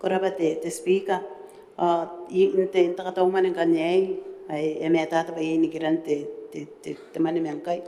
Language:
Gilbertese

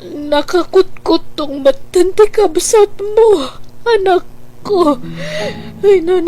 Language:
Iloko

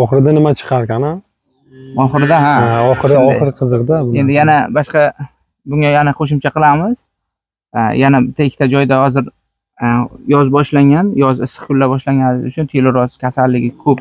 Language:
Uzbek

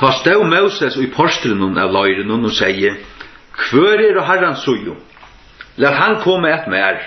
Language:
Faroese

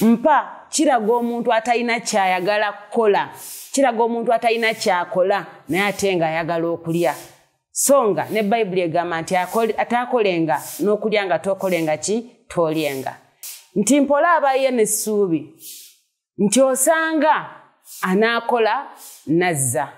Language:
Ganda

